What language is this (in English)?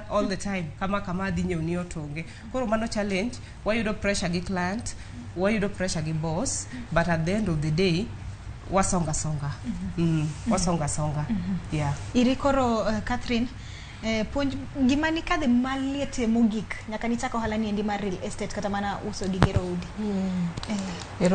Luo (Kenya and Tanzania)